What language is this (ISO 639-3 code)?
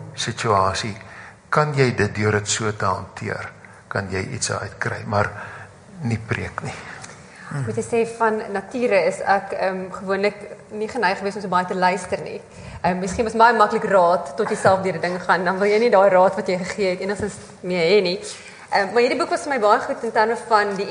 afr